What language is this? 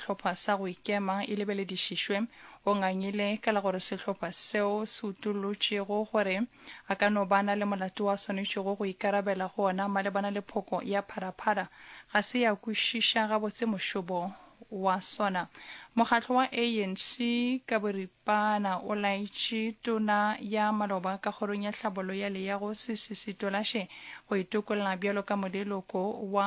Northern Sotho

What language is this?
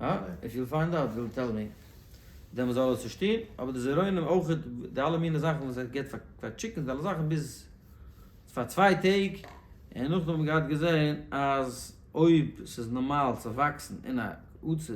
Yiddish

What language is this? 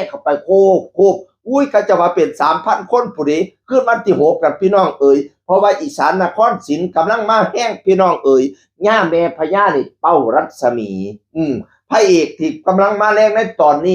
Northeastern Thai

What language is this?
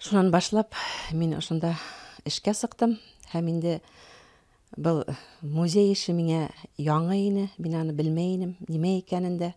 Bashkir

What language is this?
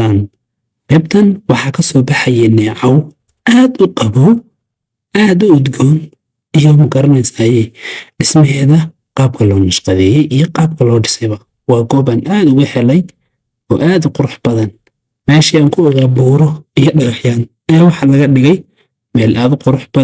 Somali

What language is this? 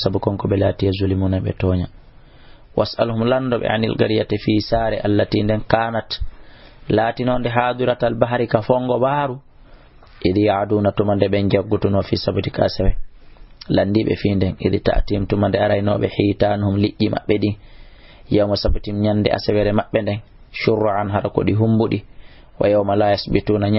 Fula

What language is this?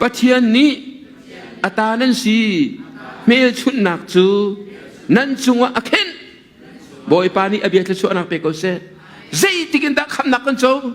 Hakha Chin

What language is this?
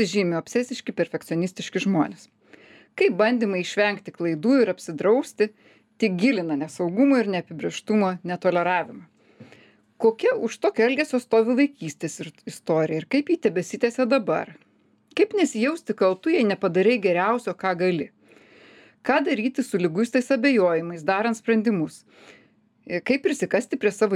Lithuanian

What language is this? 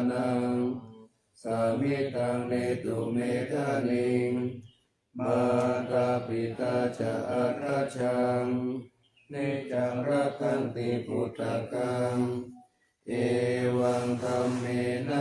Pali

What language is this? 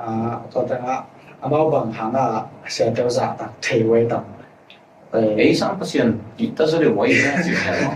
Tedim Chin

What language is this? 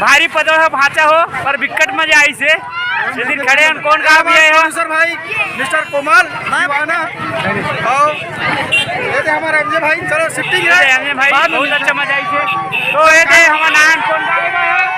Chhattisgarhi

